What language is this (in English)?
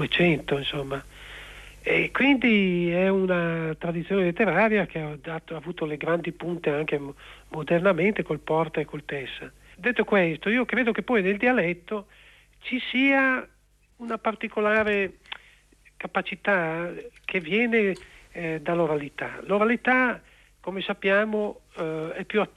Italian